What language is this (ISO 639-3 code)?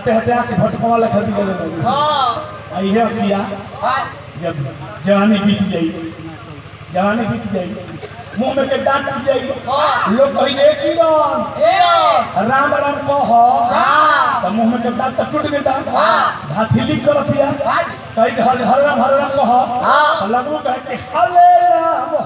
bho